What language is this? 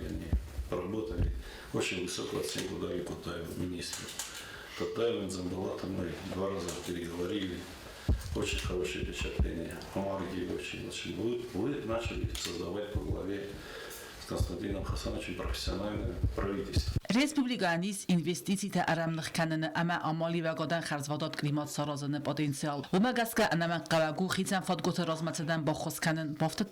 Ossetic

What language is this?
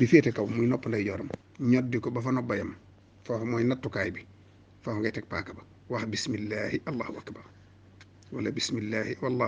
Wolof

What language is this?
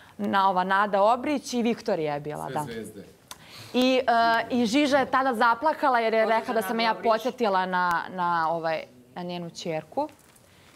Bosnian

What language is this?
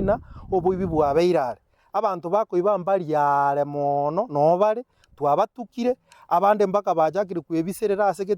Gusii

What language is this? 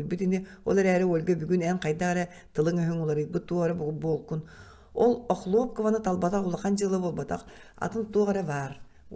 Yakut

